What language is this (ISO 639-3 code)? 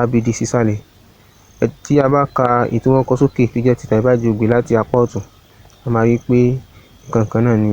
yor